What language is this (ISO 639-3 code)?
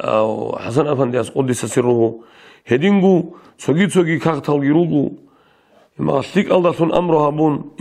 ava